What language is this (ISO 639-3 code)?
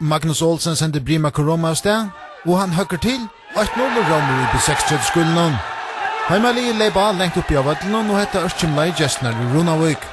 fao